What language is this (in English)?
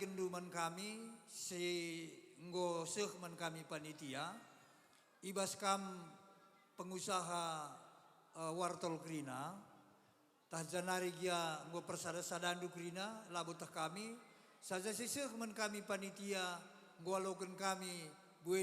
Batak Karo